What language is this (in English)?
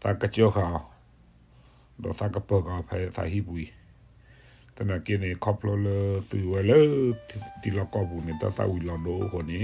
S'gaw Karen